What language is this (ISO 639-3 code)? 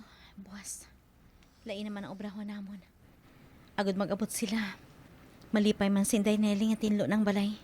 hil